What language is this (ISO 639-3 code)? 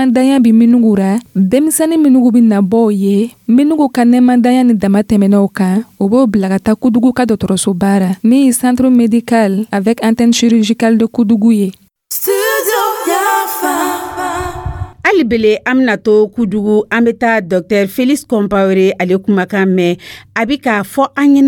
dyu